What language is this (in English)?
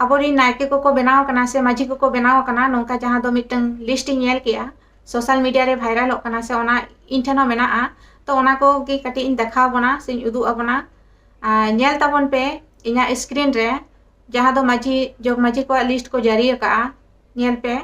Santali